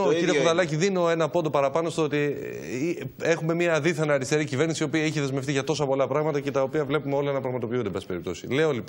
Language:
Greek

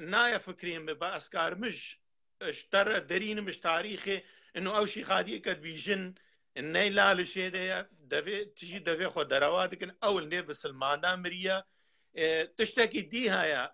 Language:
Kurdish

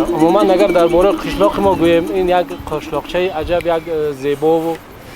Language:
Tajik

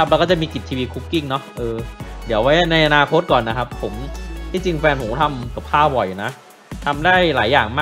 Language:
Thai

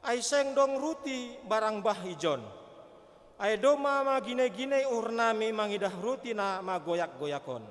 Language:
Batak Simalungun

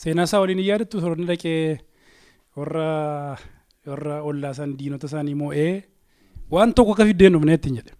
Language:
Oromo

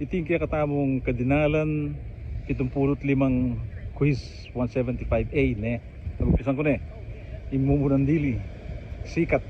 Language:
Pampanga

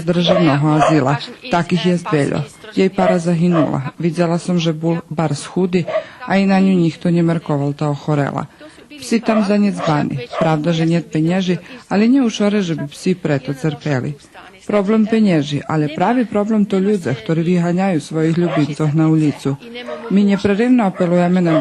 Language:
Rusyn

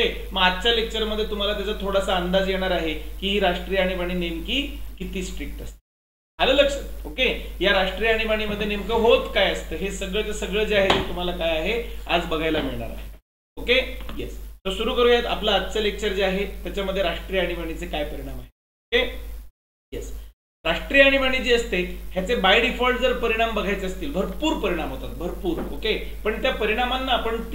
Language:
Marathi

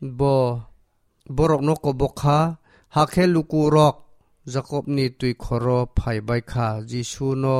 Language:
Kok Borok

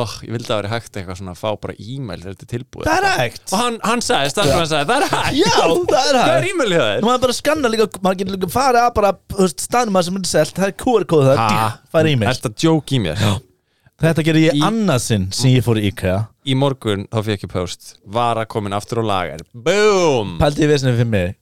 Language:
Icelandic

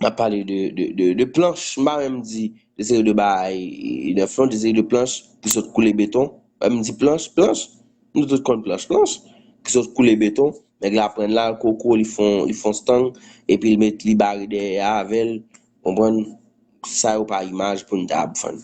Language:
Haitian Creole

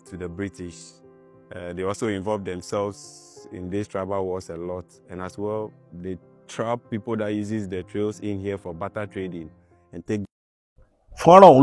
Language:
Yoruba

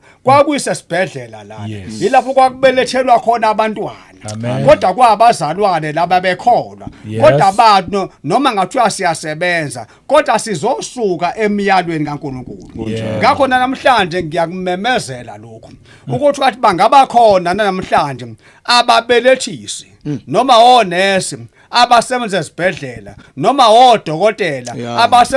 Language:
Zulu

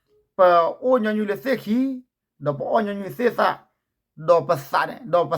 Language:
S'gaw Karen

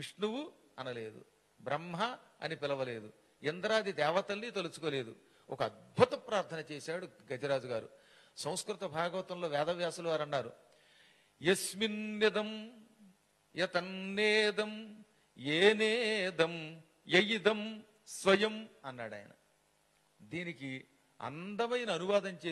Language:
Telugu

